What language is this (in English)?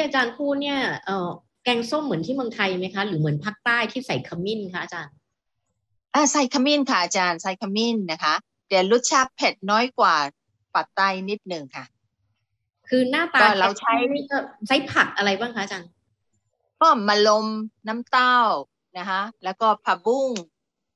Thai